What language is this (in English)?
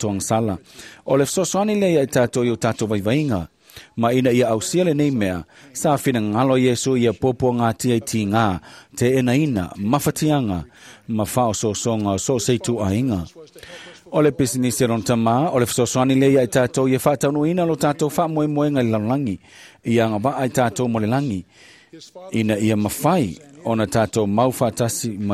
Samoan